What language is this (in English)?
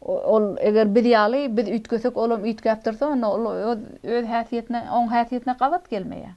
Turkmen